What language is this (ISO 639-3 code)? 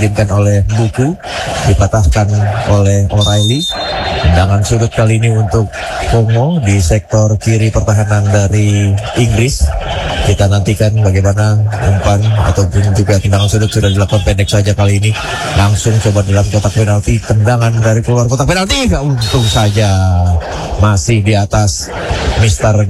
ind